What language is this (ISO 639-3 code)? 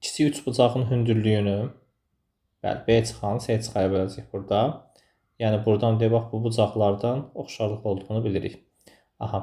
aze